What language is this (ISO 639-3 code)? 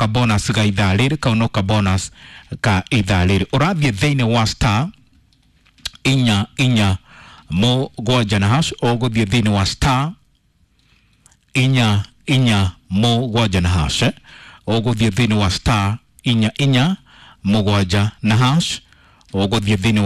kik